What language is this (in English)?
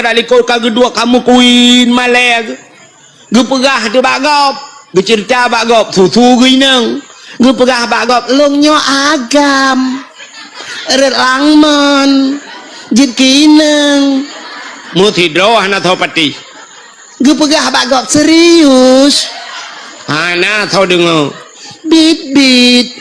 Achinese